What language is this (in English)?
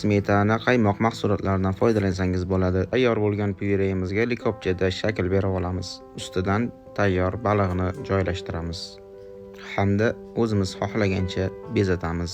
Uzbek